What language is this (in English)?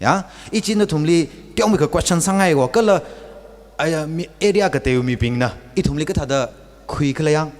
Tangkhul Naga (India)